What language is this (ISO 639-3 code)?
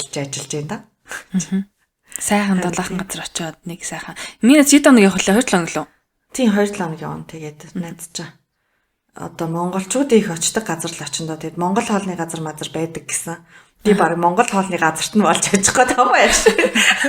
mon